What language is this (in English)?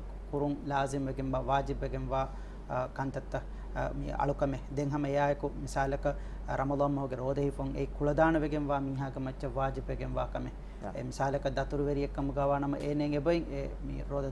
Divehi